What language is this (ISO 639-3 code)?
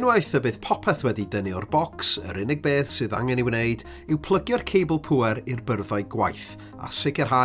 cym